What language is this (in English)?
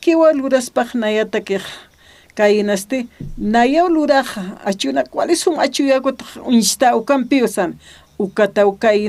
Aymara